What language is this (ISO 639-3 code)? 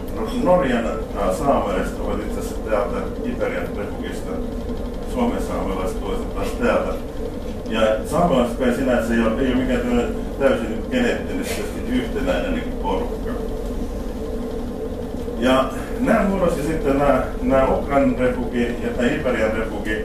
fin